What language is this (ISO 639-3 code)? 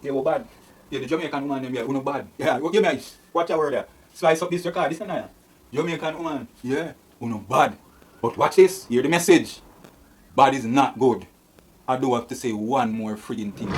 jam